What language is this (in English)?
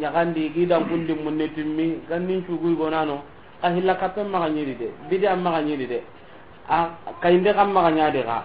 Soninke